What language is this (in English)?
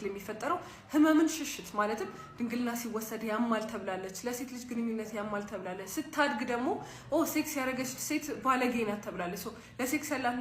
Amharic